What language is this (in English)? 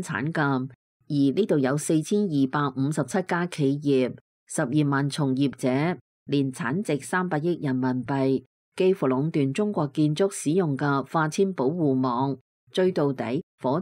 Cantonese